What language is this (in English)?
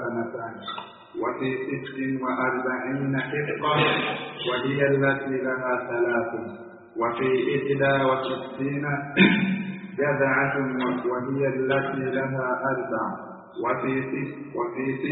Swahili